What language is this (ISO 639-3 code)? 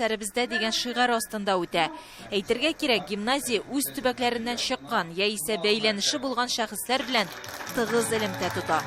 tat